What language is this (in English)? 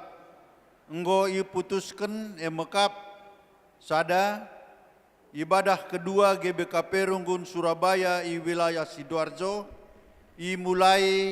Batak Karo